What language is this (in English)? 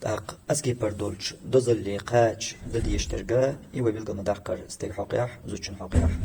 Chechen